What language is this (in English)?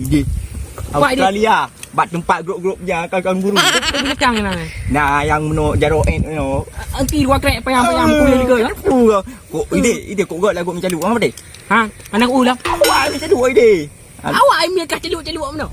Achinese